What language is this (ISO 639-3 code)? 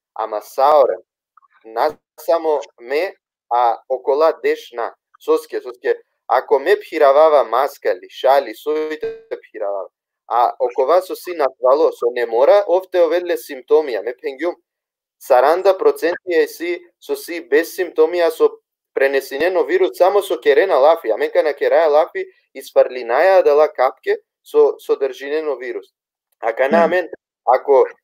rmn